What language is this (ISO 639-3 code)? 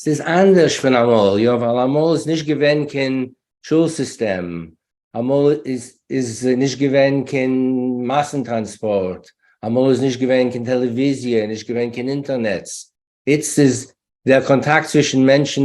yid